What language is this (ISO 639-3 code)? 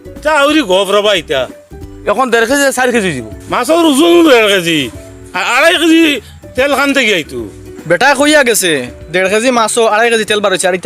syl